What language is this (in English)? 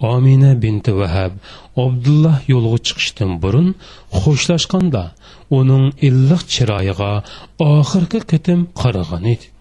Uyghur